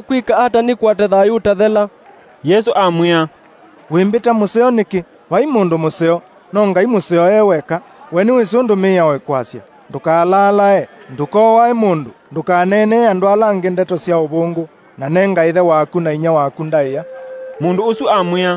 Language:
Kamba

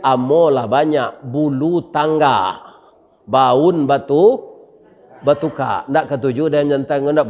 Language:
Minangkabau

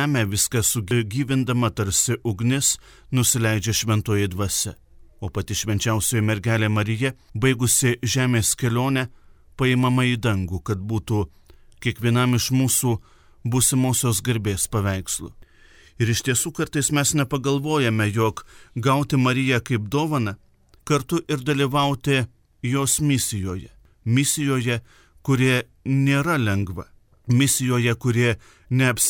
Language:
Lithuanian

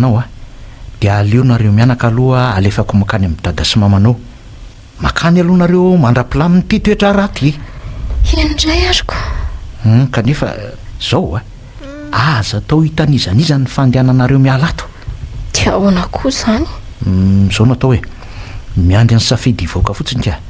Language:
Malagasy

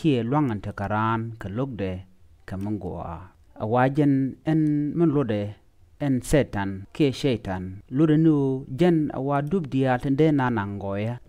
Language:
Nuer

